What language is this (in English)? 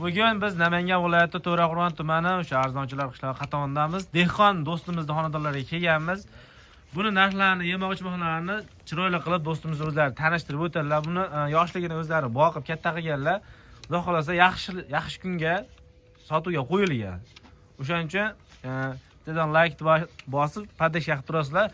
Uzbek